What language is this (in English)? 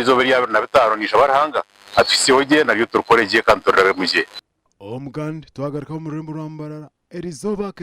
Nyankole